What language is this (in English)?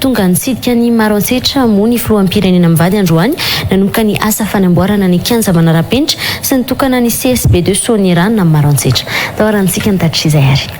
Malagasy